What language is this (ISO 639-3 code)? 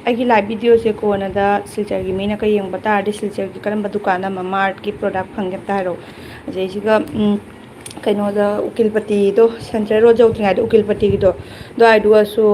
mni